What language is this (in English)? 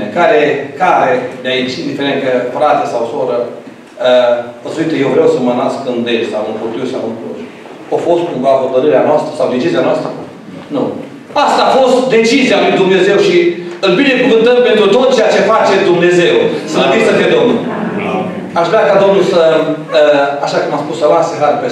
Romanian